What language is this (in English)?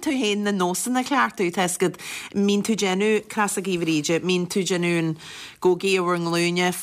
Irish